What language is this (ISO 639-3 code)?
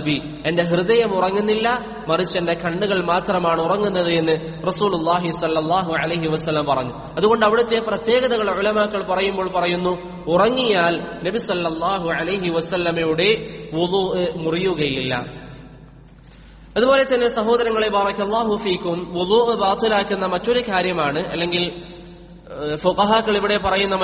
mal